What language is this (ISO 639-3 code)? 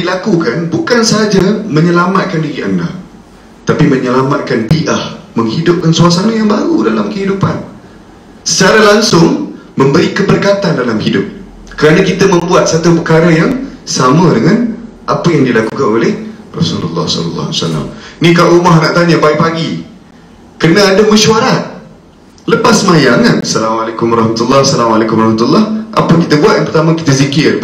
msa